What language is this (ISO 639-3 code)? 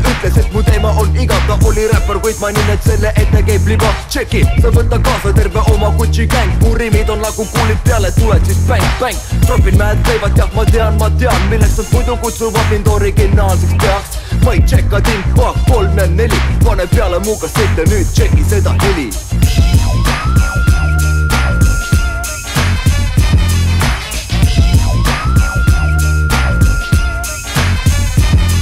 est